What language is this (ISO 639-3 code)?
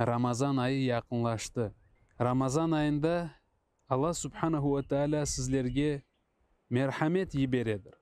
crh